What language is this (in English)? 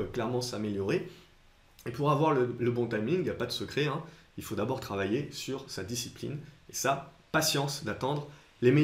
French